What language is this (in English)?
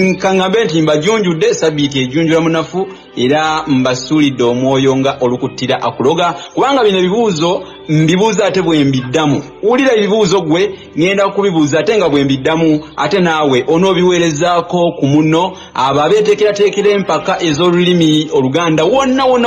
Ganda